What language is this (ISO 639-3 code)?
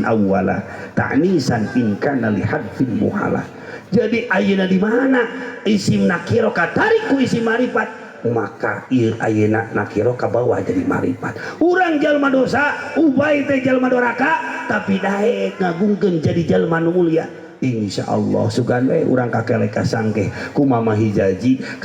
sun